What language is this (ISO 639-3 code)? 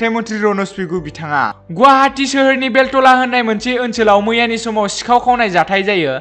brx